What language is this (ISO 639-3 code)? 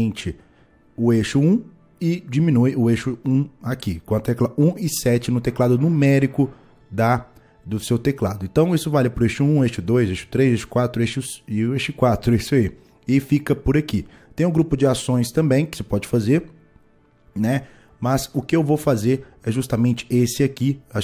por